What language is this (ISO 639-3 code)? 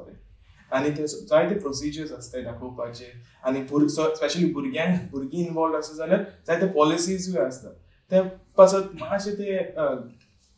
kok